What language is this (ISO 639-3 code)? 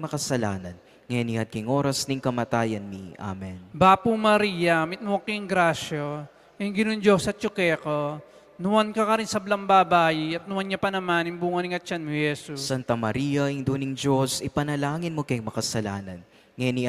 pam